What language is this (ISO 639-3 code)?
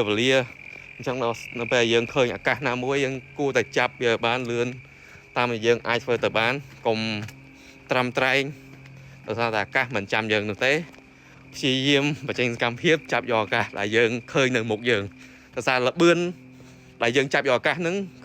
khm